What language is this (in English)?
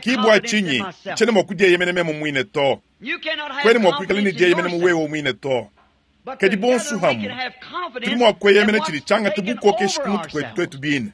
Luba-Lulua